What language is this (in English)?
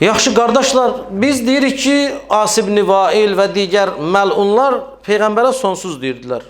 Azerbaijani